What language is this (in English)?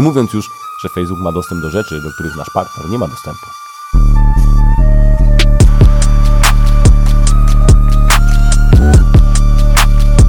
Polish